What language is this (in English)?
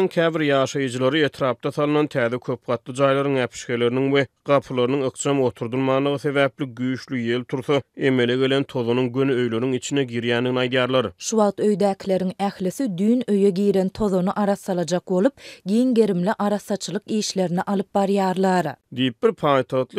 Turkmen